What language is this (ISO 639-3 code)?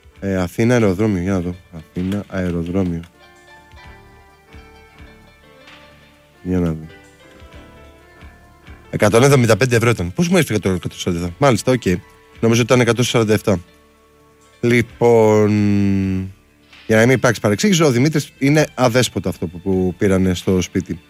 ell